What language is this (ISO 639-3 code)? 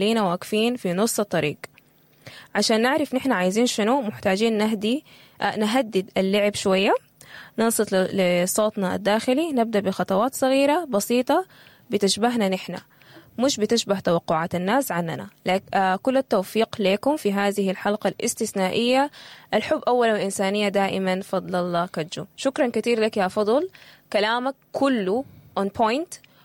apd